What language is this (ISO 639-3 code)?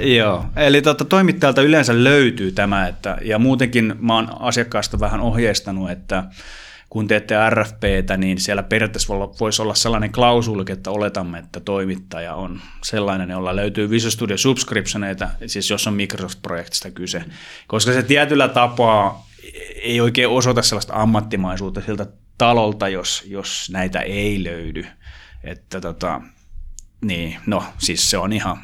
fin